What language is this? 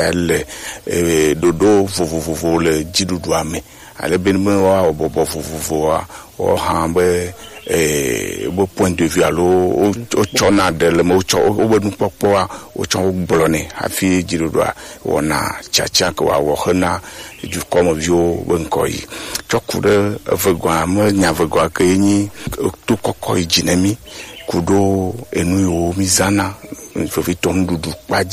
Gen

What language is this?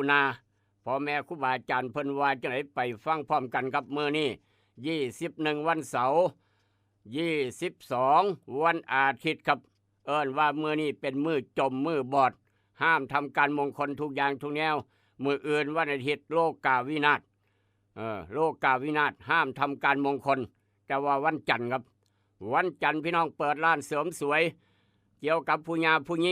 Northeastern Thai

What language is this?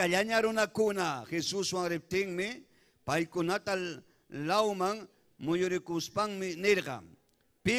Ayacucho Quechua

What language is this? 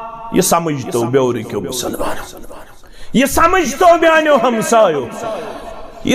Kashmiri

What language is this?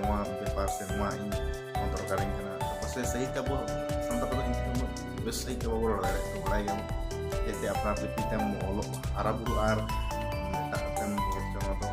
Santali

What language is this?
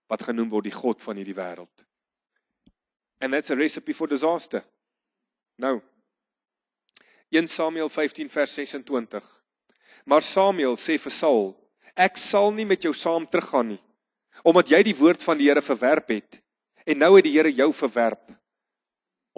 Afrikaans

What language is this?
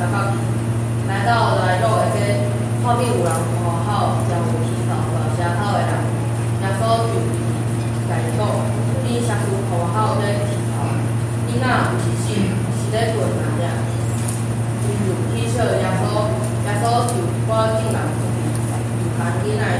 Min Nan Chinese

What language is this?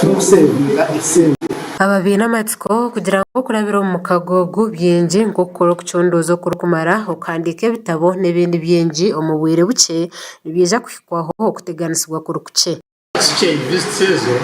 Nyankole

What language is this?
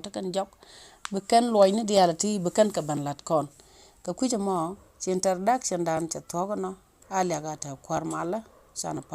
Nuer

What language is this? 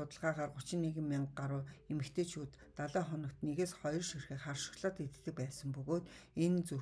Mongolian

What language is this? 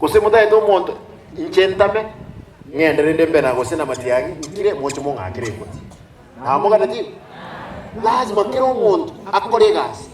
Gusii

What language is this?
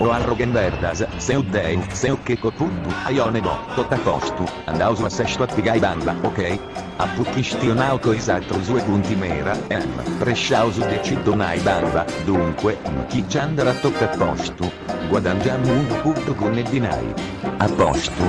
Sardinian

